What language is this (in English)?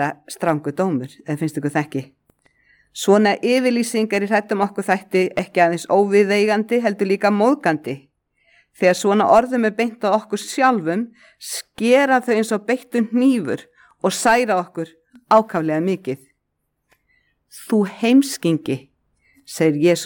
Icelandic